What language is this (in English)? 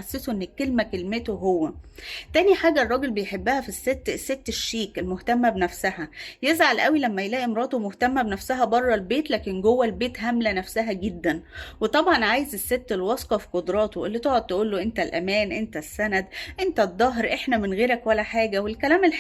Egyptian Arabic